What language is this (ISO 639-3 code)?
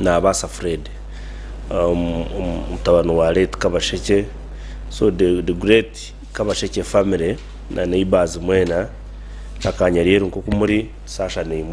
nyn